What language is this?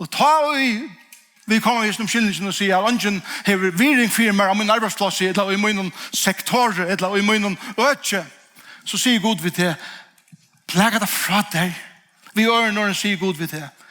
Faroese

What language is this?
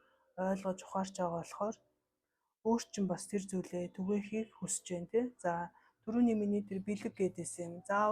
Mongolian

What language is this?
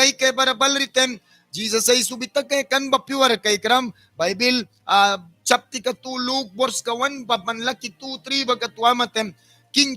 Mískito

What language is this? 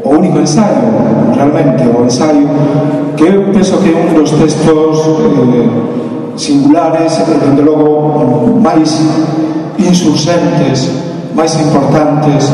Galician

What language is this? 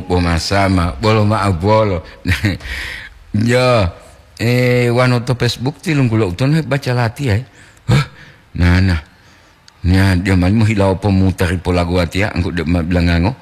Gorontalo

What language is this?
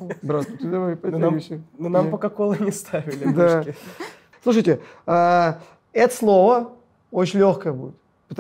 Russian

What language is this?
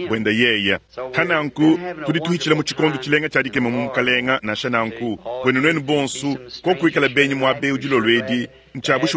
Luba-Lulua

